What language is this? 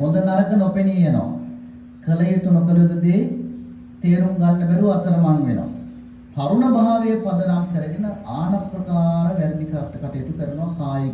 Sinhala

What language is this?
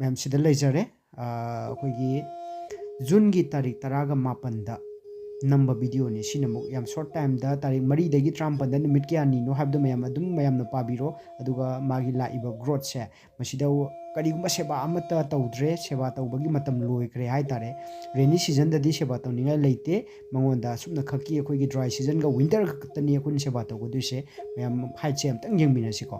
Manipuri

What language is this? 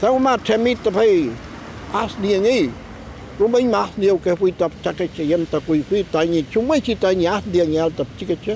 Mapuche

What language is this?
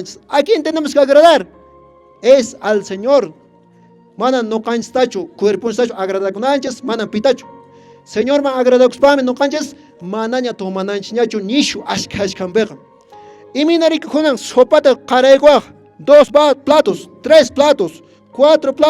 Quechua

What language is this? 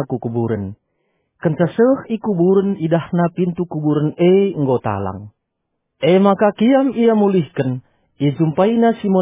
Batak Karo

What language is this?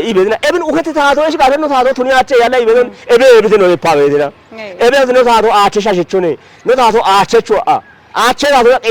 Kafa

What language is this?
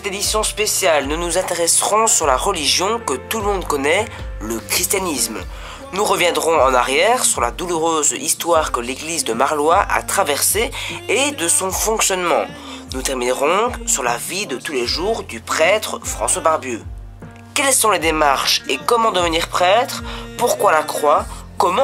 French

